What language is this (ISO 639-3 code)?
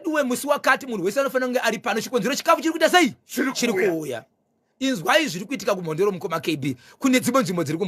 sna